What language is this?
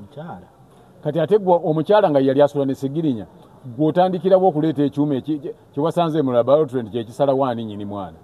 Ganda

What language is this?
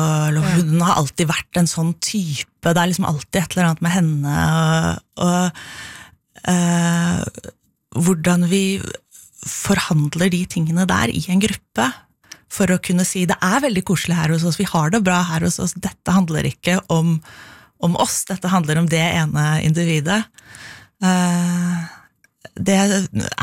Norwegian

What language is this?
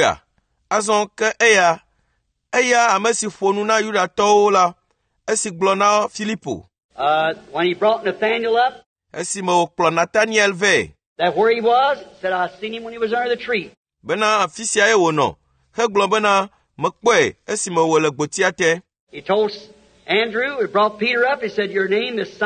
Ewe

